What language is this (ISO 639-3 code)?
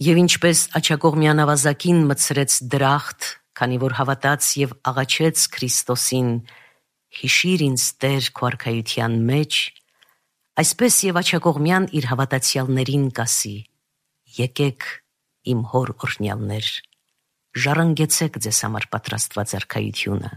hye